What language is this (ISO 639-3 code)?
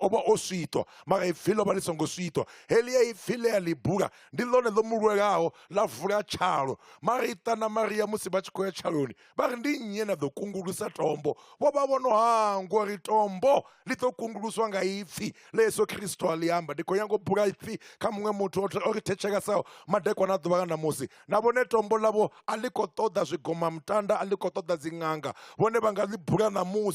ven